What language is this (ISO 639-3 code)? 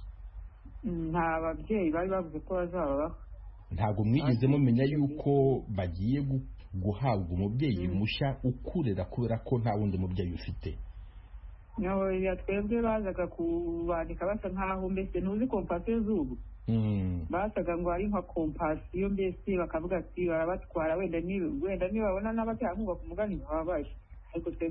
kin